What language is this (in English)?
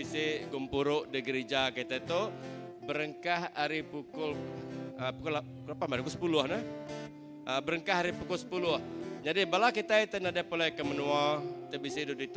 Iban